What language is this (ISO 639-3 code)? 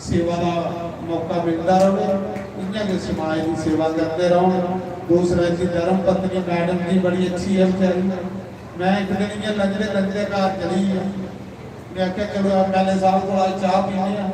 doi